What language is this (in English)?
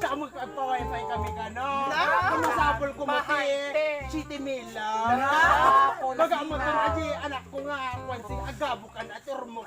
Iloko